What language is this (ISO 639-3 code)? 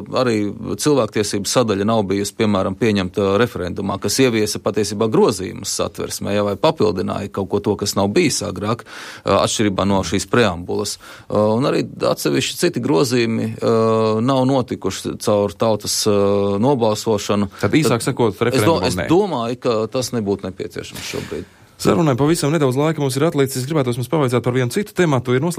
lav